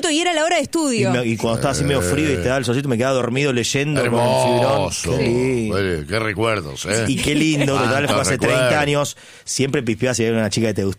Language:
Spanish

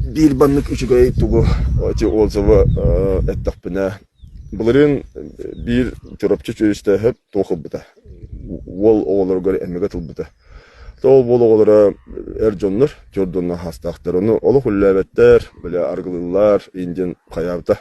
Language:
Yakut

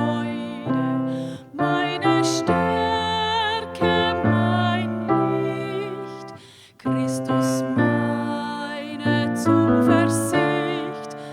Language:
Swiss German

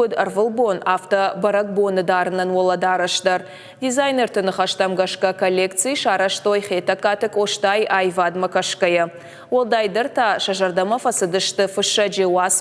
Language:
Ossetic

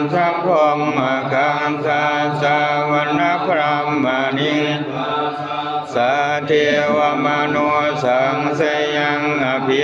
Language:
Pali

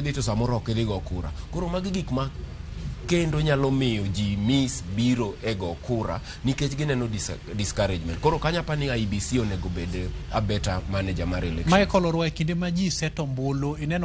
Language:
Luo (Kenya and Tanzania)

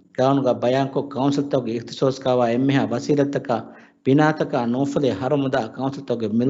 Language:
Divehi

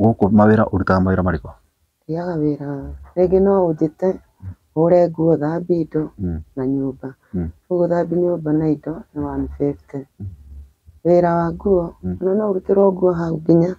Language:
Kikuyu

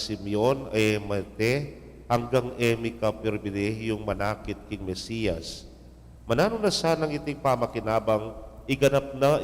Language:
Pampanga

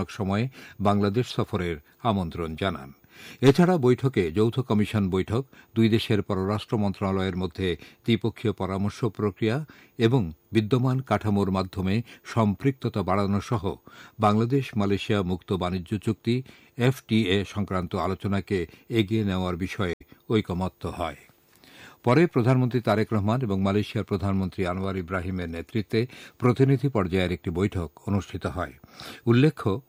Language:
Bangla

